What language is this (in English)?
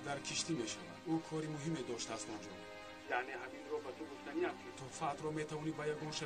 Tajik